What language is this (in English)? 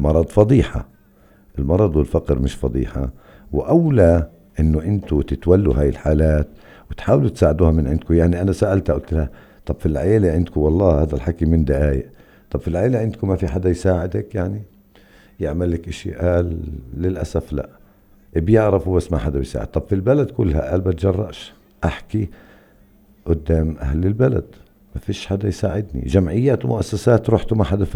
North Levantine Arabic